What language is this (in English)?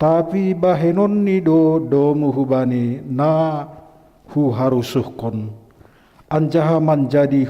Batak Simalungun